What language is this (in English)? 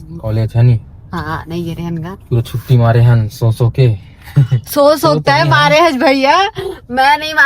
Chhattisgarhi